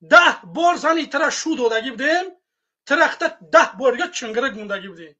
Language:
Tajik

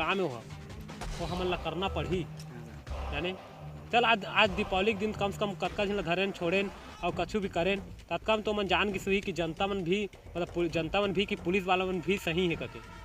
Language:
Chhattisgarhi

